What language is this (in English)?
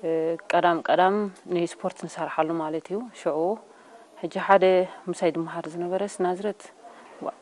Tigrinya